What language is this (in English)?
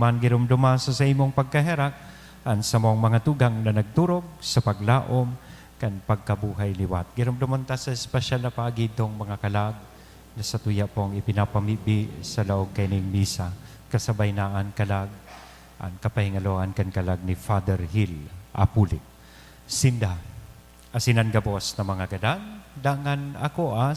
Bikol